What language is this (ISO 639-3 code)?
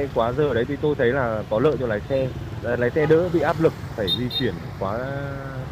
vie